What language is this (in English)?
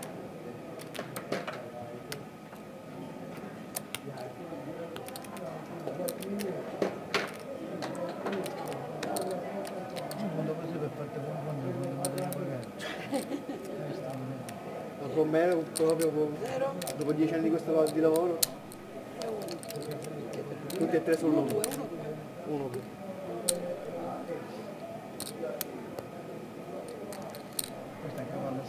Italian